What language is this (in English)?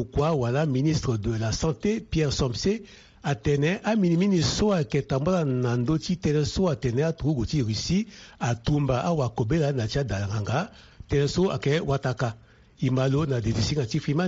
Sango